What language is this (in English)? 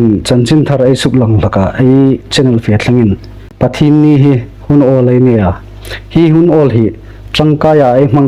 Hmar